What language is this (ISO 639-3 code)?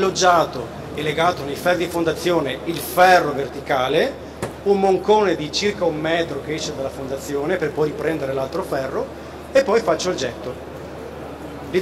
ita